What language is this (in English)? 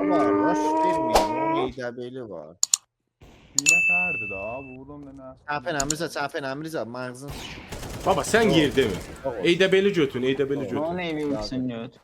South Azerbaijani